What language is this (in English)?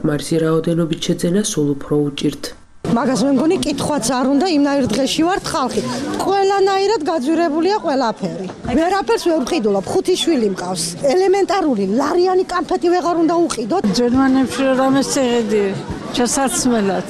Georgian